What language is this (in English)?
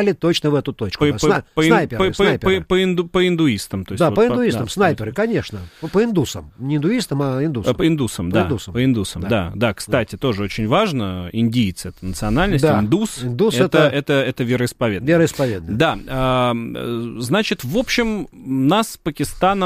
Russian